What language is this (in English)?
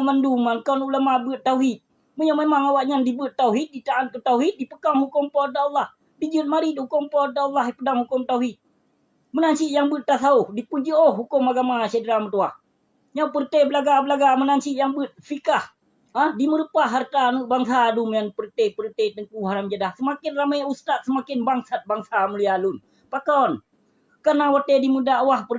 Achinese